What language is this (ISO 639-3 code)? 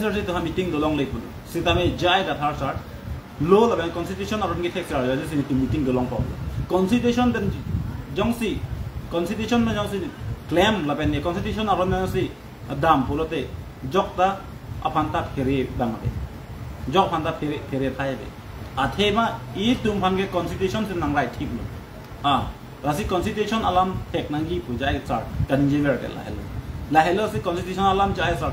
mjw